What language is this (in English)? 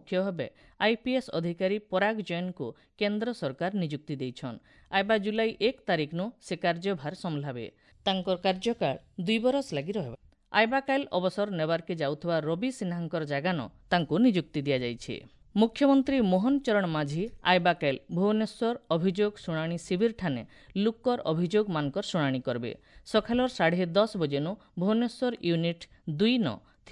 Odia